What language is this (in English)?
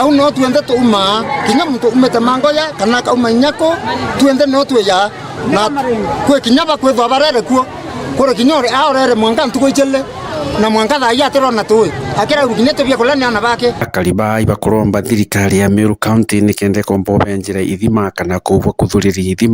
Meru